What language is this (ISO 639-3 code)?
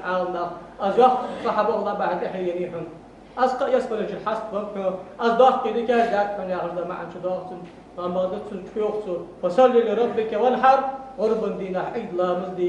inh